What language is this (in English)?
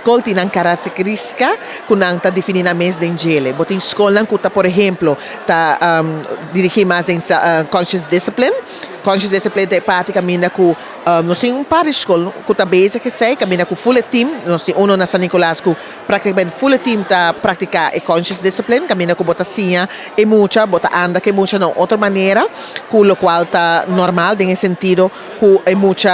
Papiamento